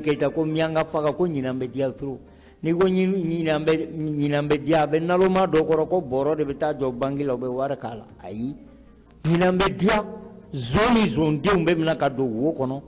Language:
Bambara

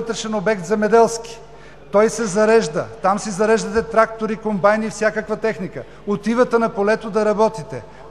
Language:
Bulgarian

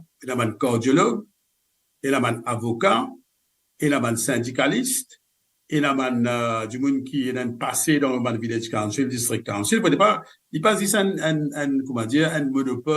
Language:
Morisyen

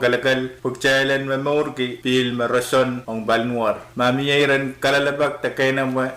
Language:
Pohnpeian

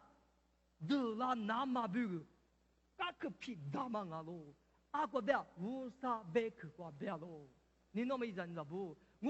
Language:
Lisu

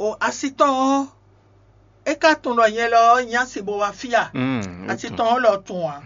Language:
Fon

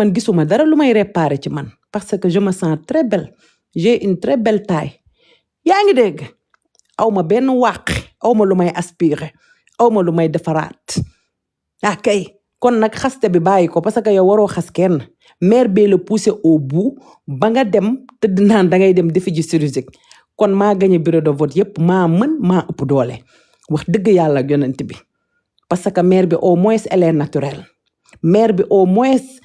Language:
Wolof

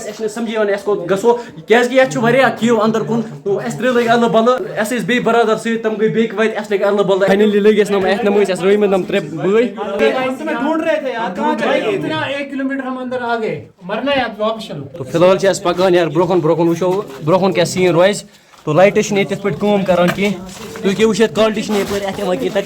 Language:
Kashmiri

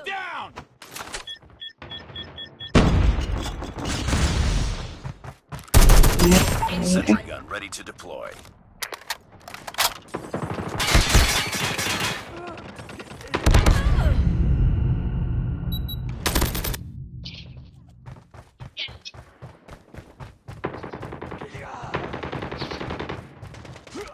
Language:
English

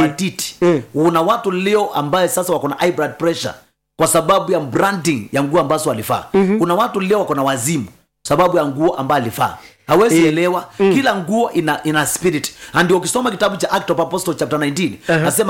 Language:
Swahili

